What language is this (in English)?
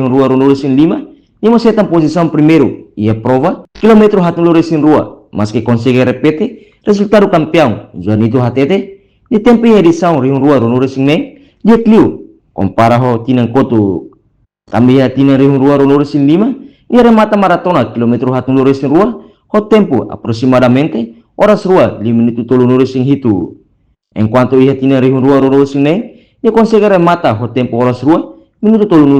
Tetum